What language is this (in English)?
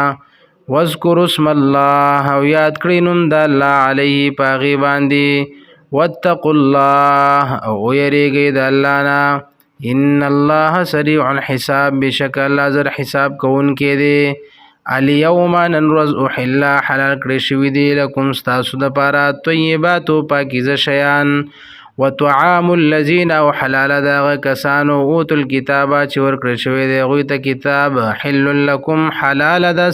Pashto